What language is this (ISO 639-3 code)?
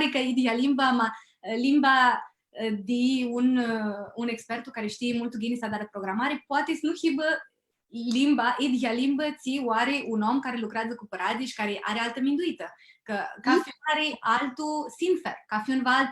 rup